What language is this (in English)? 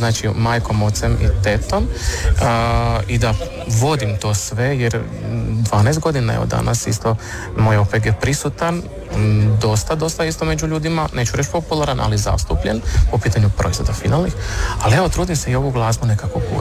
Croatian